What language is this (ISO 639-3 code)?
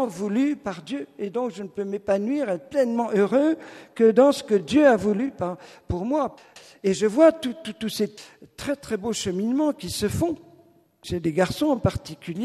fra